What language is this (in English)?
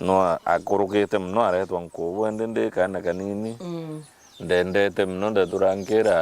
Meru